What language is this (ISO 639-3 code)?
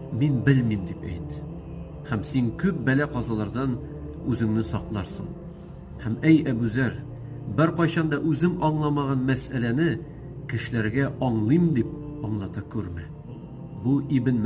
tat